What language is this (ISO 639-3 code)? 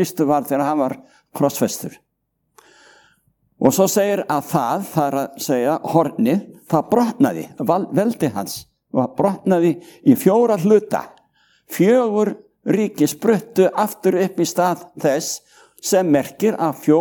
isl